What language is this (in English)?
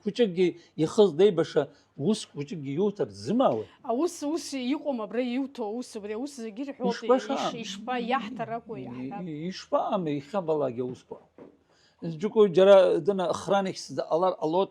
Abkhazian